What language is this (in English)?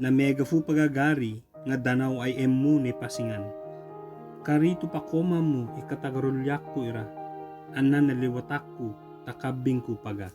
Ibanag